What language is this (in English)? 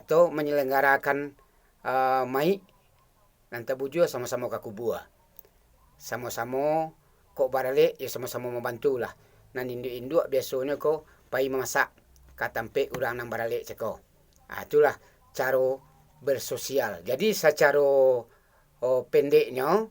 Minangkabau